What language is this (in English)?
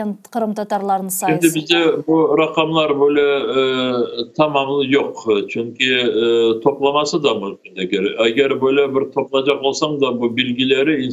Crimean Tatar